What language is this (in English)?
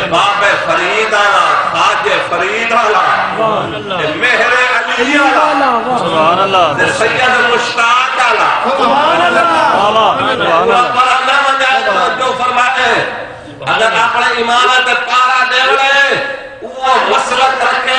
Saraiki